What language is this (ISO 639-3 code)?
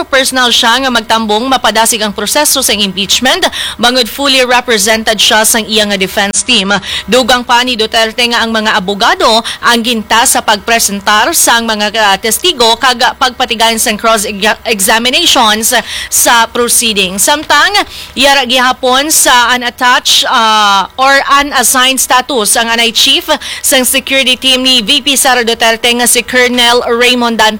hil